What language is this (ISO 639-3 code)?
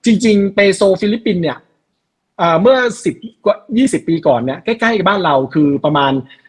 tha